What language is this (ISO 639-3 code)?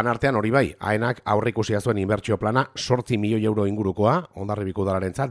eus